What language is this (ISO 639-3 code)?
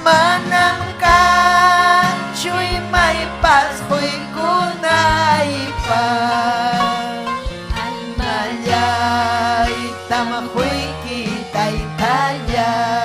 quy